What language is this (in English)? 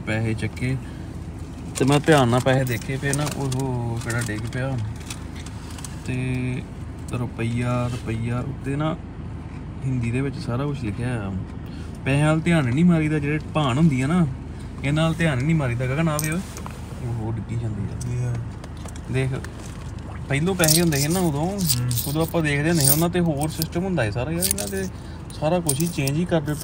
Punjabi